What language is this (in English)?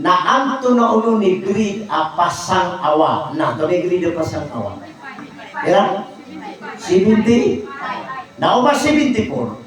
Maranao